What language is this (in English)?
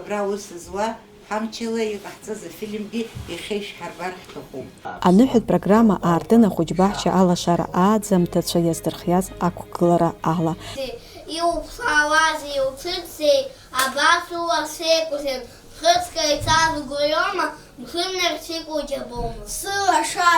Abkhazian